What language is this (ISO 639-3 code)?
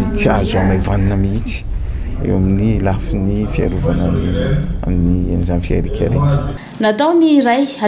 mlg